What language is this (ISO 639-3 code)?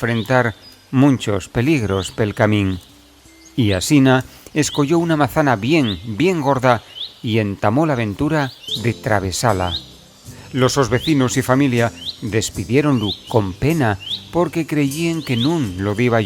ast